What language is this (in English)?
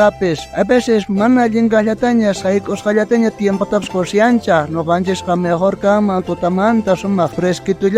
South Bolivian Quechua